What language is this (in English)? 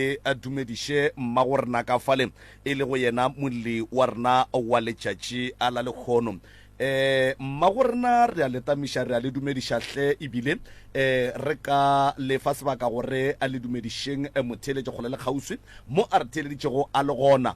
Northern Sotho